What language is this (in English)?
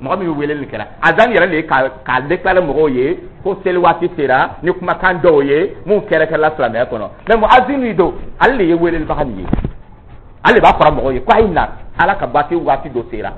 Dyula